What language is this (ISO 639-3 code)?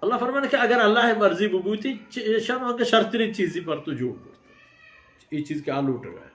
bal